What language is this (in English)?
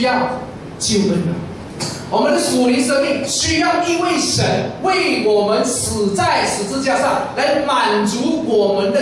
Chinese